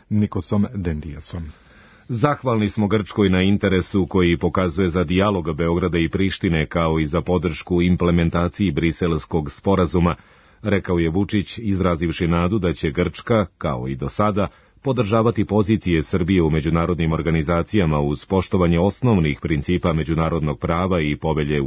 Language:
Serbian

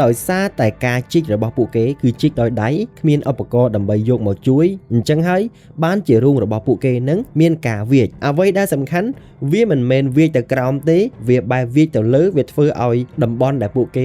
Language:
Khmer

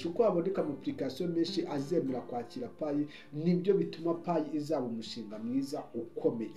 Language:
Kinyarwanda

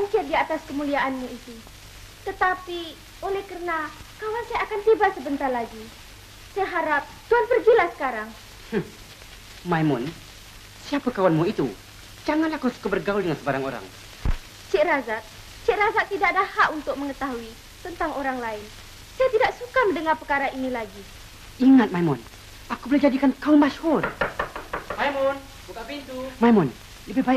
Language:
Malay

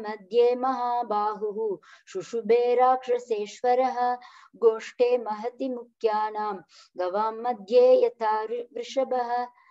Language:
Sanskrit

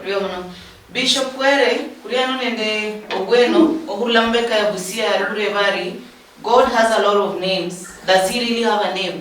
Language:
Luyia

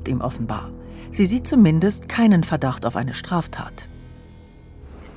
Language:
German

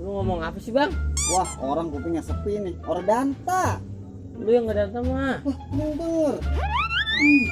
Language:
Betawi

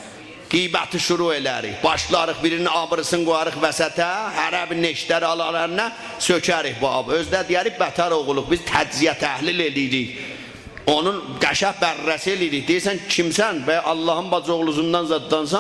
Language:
South Azerbaijani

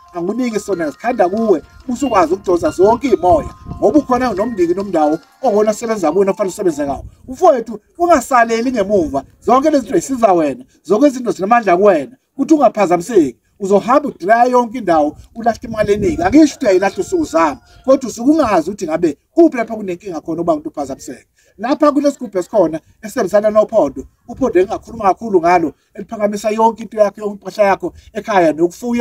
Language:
Zulu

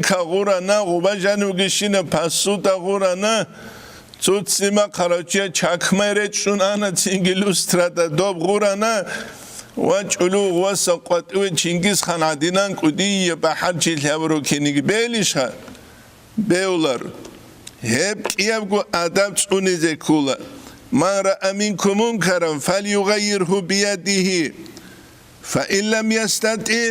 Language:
Avaric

